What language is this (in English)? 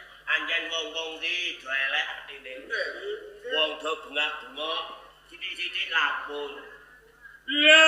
Javanese